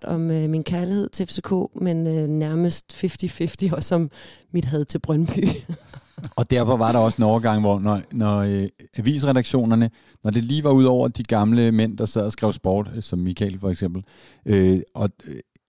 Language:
Danish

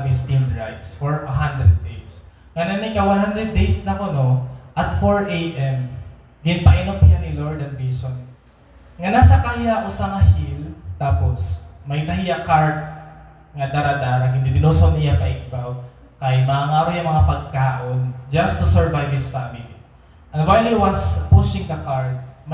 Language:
Waray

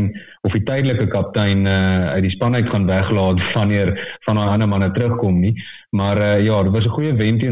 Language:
Afrikaans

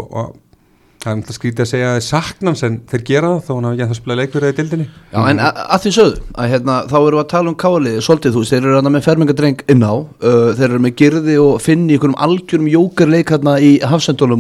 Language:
Icelandic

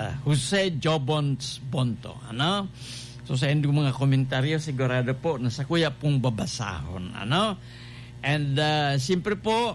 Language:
Bikol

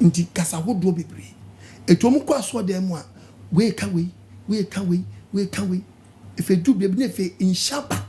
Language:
Akan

